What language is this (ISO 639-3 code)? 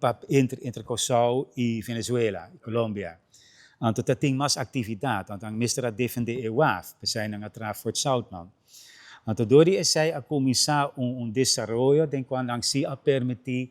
pap